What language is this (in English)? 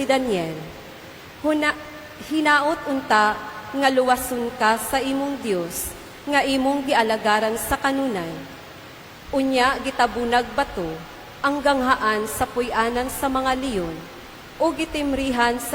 Cebuano